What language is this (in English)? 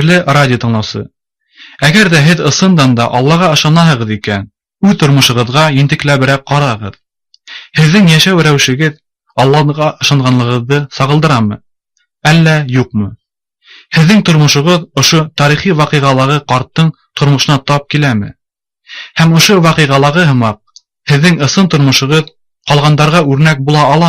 Bashkir